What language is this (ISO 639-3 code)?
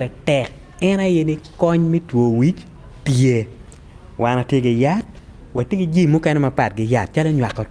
ach